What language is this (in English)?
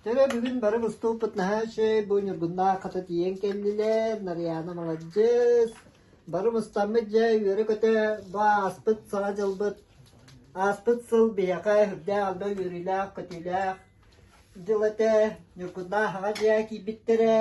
Yakut